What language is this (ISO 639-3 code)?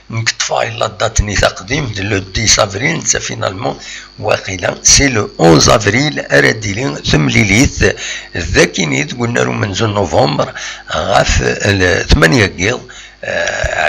kab